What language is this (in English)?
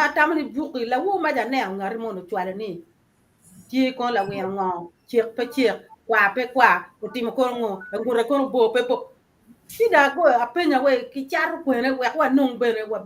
Acoli